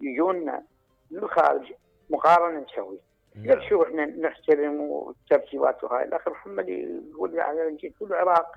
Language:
Mesopotamian Arabic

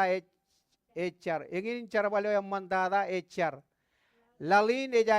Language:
Marshallese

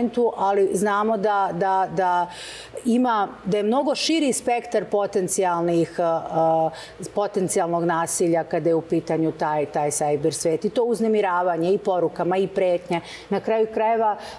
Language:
Serbian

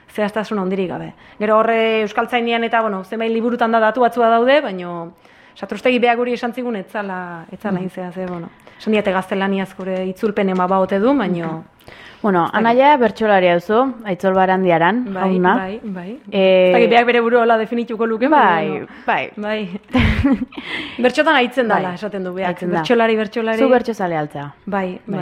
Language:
Basque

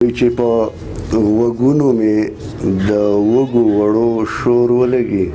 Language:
Pashto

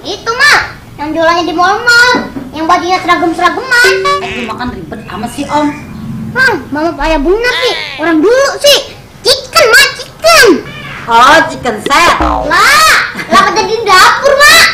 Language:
Betawi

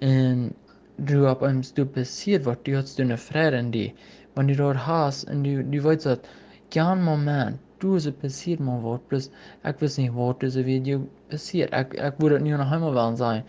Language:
Plautdietsch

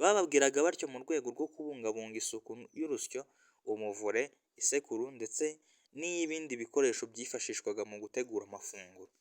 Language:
Kinyarwanda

